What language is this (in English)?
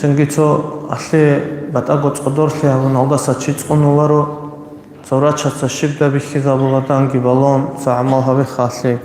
Avaric